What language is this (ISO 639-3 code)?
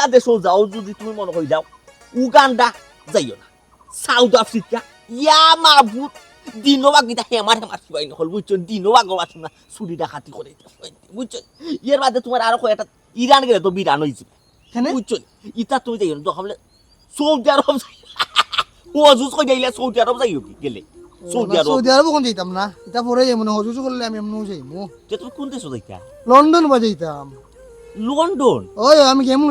syl